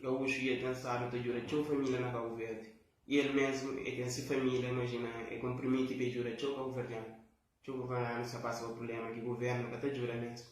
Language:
Kabuverdianu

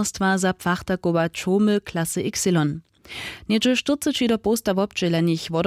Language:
Upper Sorbian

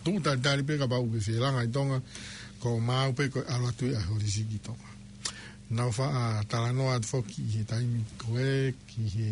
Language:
Tongan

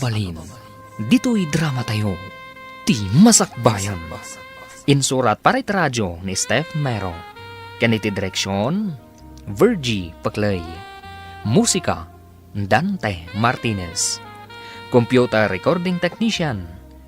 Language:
Iloko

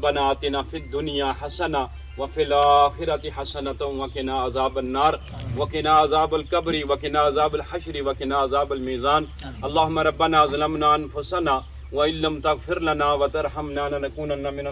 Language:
Pahari-Potwari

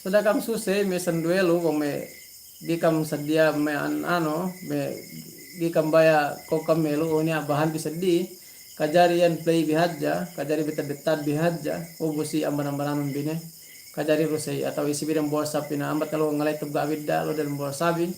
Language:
Yakan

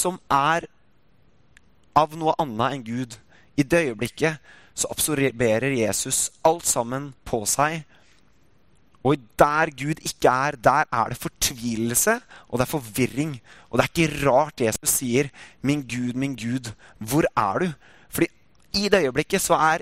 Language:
Norwegian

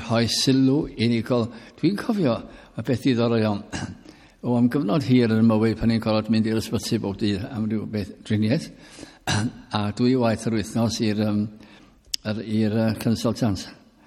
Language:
Welsh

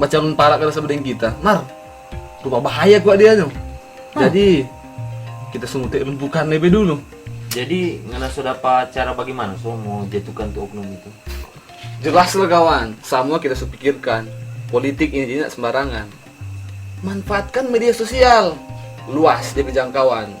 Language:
Manado Malay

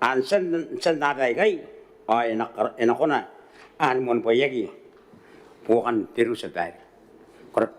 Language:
Gilbertese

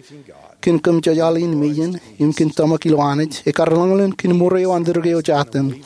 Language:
Marshallese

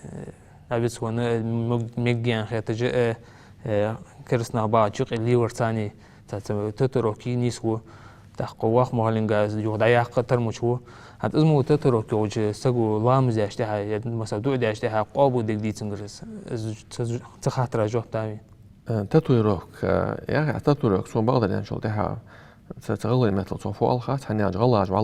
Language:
Ingush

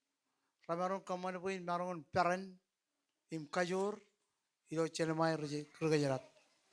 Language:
Marshallese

